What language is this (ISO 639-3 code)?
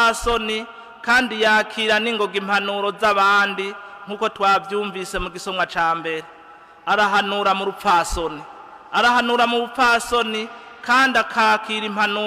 run